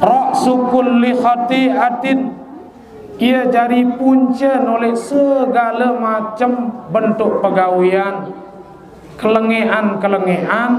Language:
Sasak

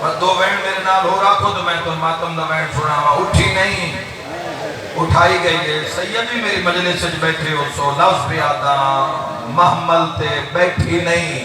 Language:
Saraiki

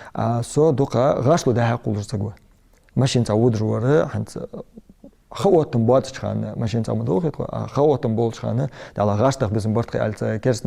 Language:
Ingush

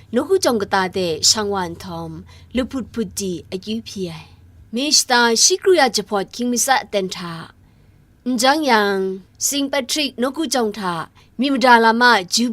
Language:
Kachin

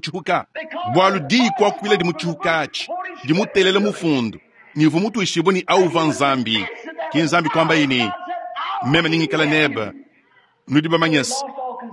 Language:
Luba-Lulua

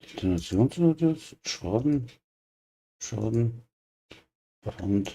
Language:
Bavarian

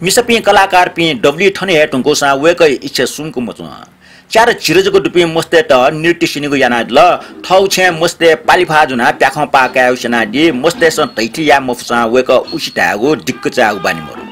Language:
Newari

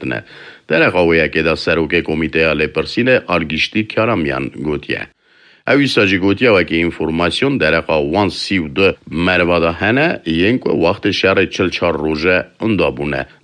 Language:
Kurdish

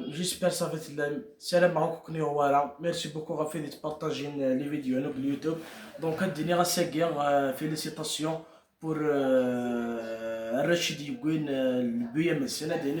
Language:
Kabyle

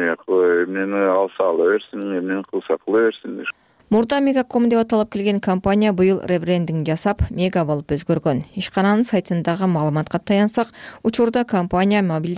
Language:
Kyrgyz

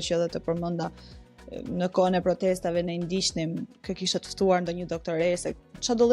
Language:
Albanian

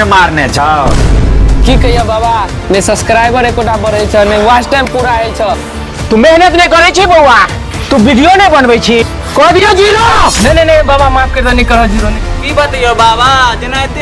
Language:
Maithili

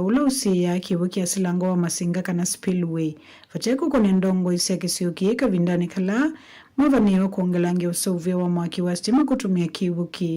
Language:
Kamba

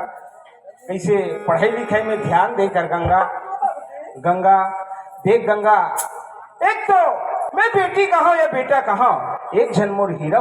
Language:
Chhattisgarhi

